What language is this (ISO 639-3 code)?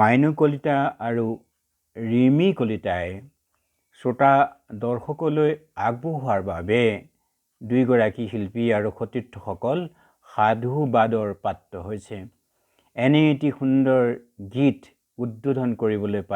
asm